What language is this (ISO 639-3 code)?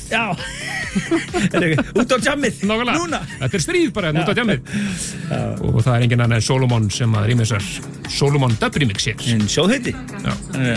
isl